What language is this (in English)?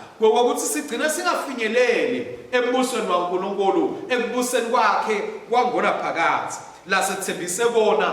Swati